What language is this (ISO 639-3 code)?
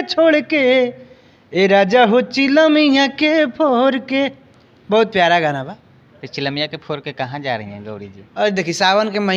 bho